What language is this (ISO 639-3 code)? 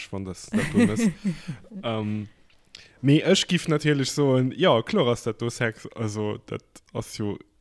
ltz